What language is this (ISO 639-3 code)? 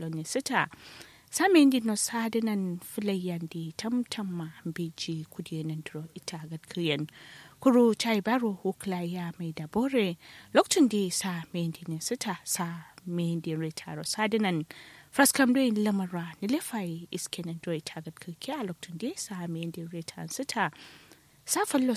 kau